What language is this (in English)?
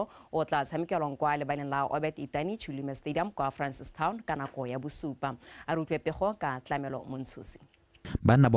Tswana